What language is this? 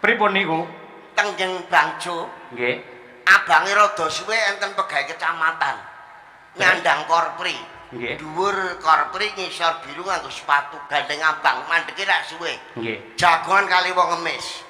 Javanese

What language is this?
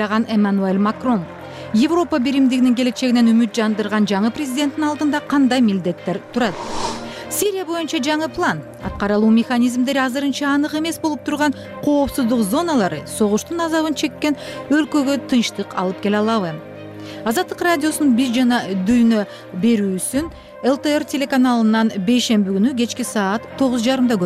Kyrgyz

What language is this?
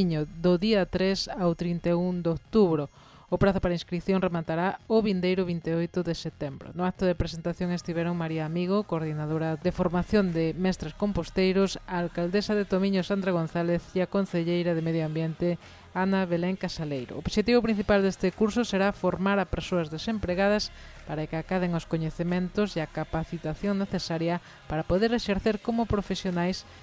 Galician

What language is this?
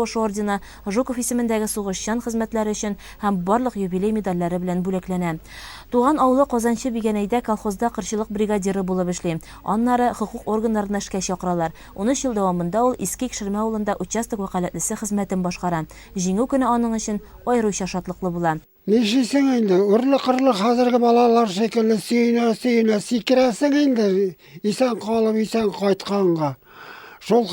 Tatar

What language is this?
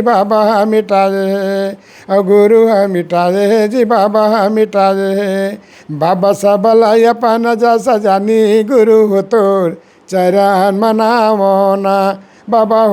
Chhattisgarhi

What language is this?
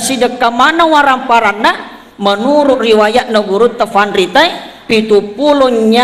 Buginese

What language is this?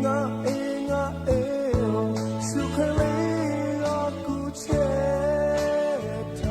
Lahu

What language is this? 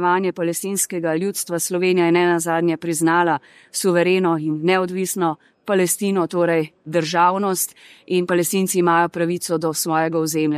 Slovenian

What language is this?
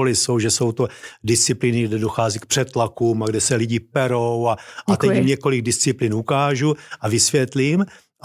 Czech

